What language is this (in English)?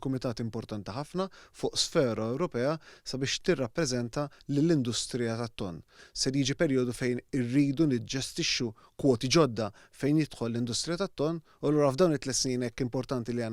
Maltese